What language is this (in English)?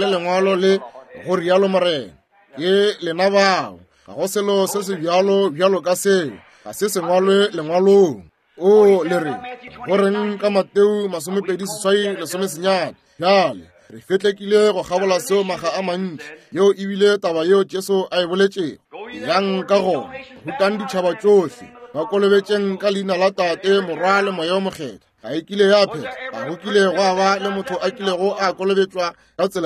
Northern Sotho